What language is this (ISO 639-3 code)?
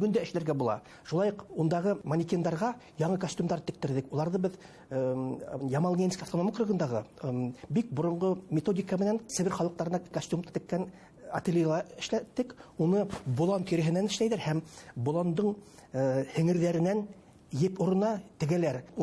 bak